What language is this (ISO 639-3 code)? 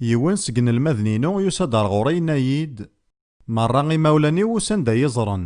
kab